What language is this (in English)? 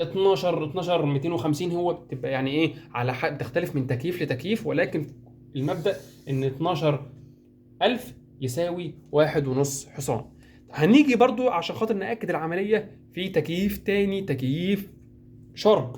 Egyptian Arabic